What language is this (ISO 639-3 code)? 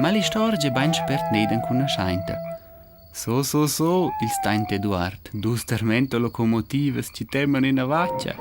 roh